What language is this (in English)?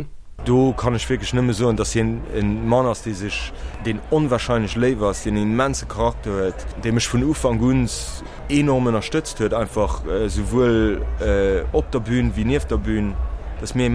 Luxembourgish